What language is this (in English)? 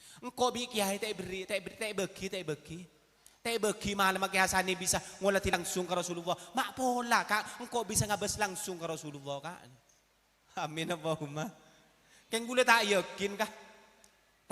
Madurese